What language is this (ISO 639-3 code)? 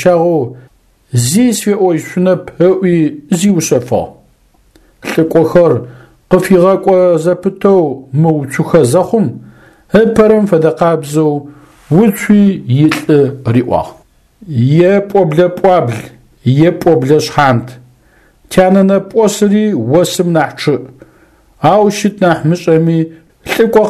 ady